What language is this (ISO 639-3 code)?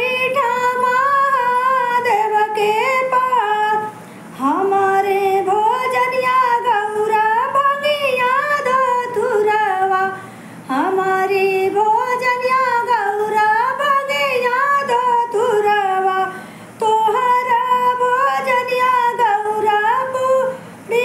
bho